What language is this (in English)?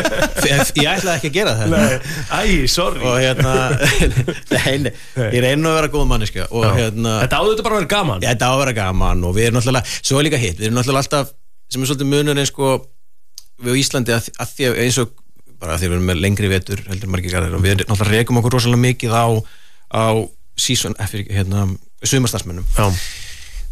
Icelandic